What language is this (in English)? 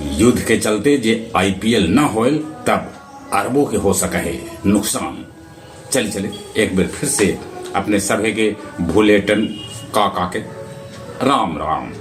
Magahi